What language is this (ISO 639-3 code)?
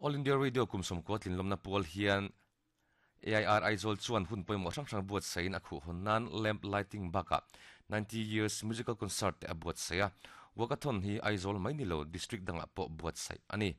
lus